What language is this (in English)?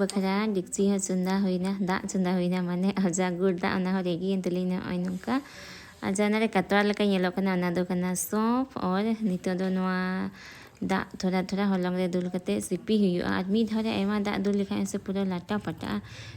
Santali